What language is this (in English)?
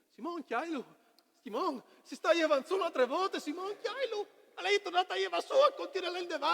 Friulian